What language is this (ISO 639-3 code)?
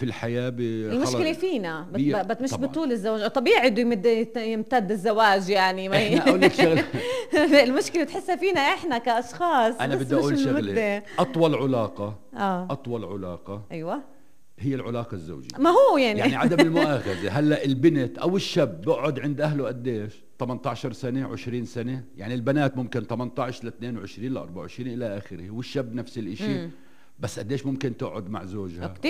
apc